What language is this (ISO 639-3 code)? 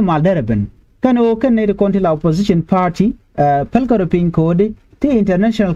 nus